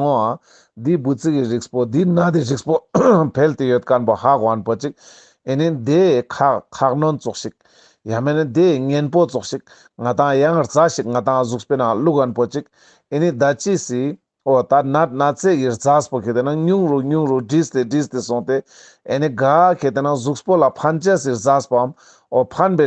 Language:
Ladakhi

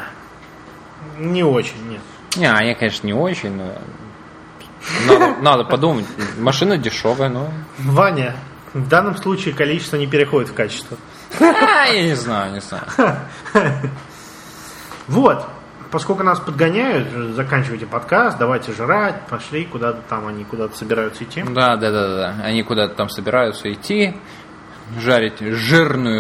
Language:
Russian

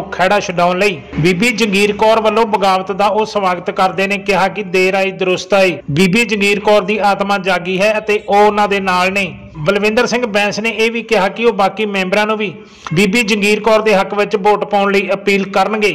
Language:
Punjabi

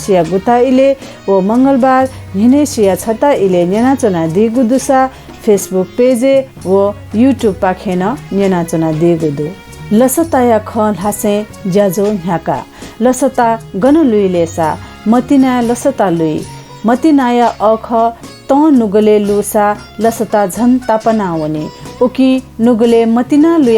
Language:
Newari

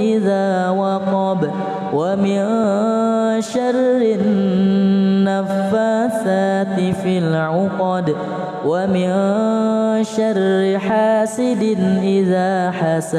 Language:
Arabic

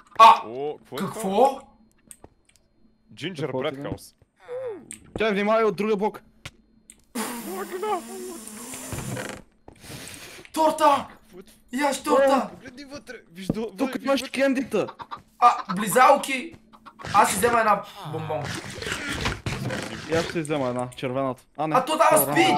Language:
Bulgarian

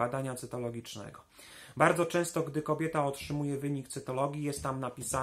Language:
Polish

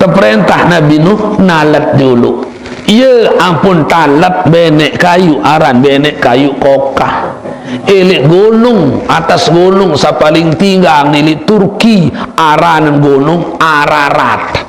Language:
Sasak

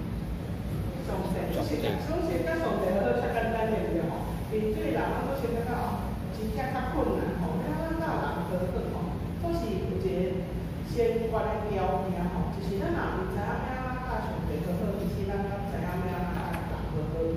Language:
Min Nan Chinese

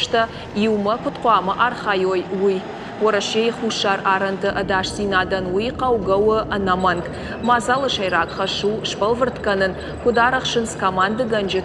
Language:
Ossetic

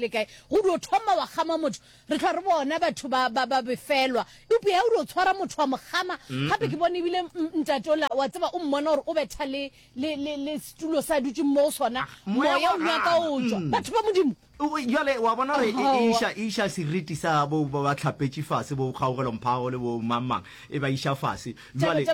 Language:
Northern Sotho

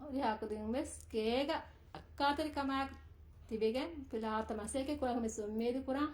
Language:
Divehi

